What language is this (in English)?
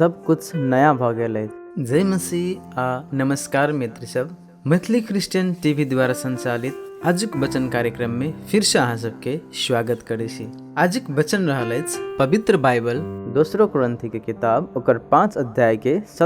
Maithili